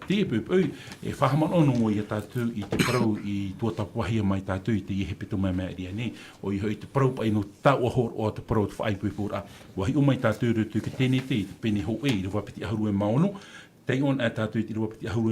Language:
Tahitian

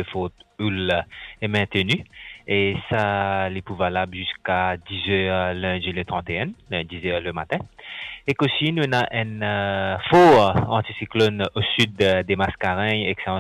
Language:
Morisyen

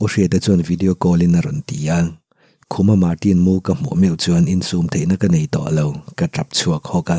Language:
Mizo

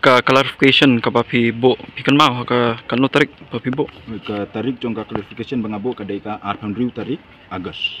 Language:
Khasi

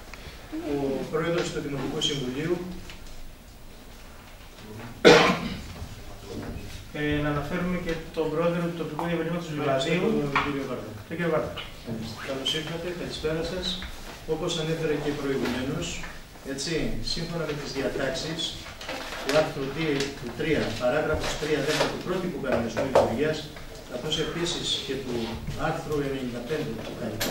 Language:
Greek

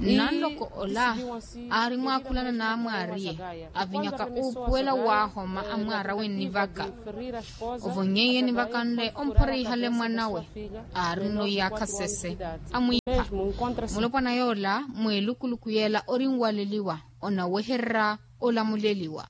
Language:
Makhuwa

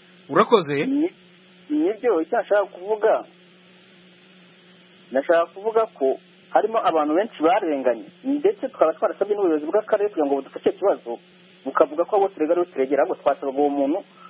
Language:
Kinyarwanda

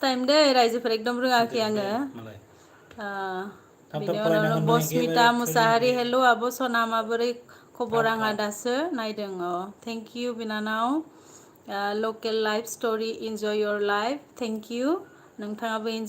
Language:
Bodo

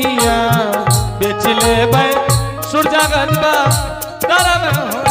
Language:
Angika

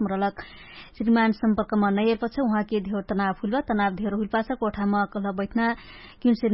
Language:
Dangaura Tharu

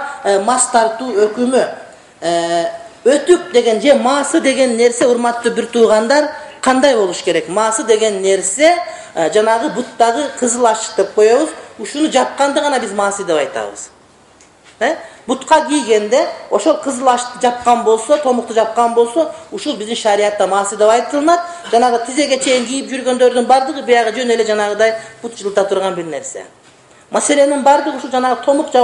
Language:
Kyrgyz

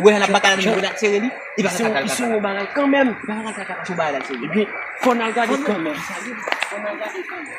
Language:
Haitian Creole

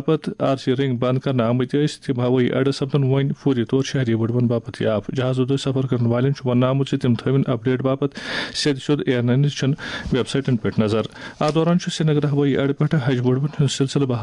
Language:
Kashmiri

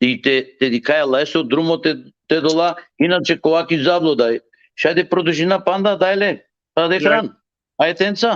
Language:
Balkan Romani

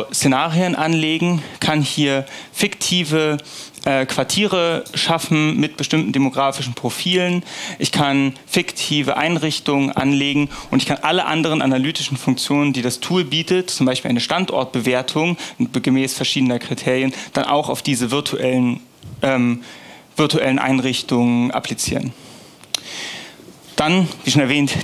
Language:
German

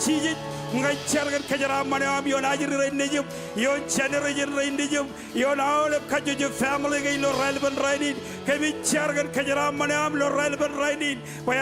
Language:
Marshallese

